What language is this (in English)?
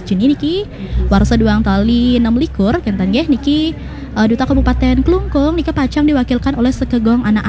Balinese